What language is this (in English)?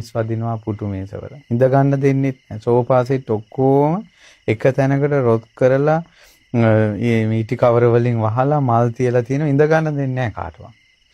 Sinhala